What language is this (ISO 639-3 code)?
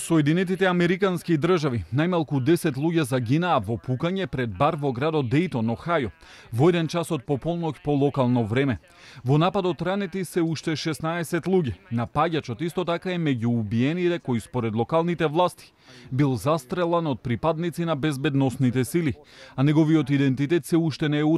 mkd